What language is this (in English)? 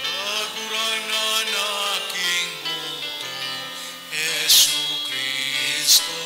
Bikol